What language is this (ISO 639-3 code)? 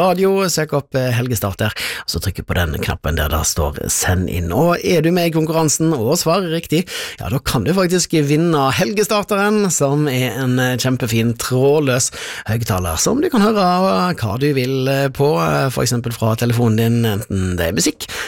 nor